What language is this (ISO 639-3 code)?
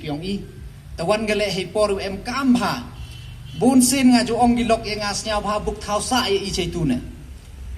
pbv